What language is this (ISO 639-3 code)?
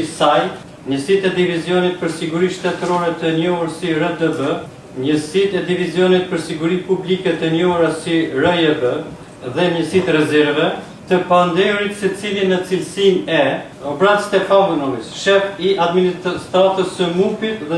sqi